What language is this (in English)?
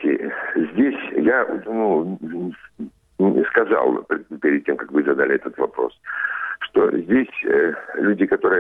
Russian